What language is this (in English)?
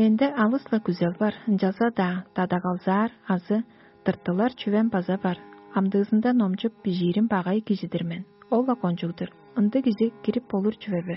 Tuvinian